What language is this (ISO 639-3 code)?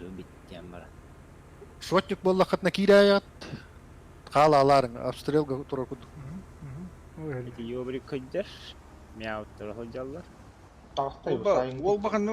sah